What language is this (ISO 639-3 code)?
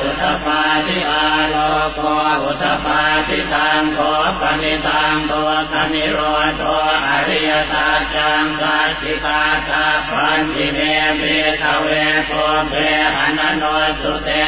pli